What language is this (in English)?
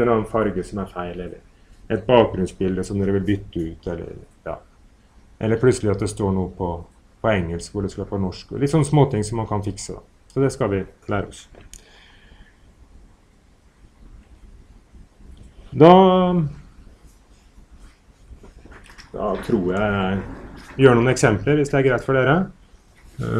Norwegian